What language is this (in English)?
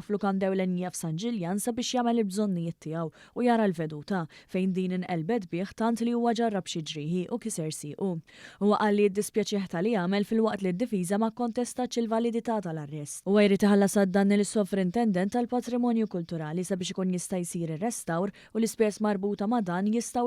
Maltese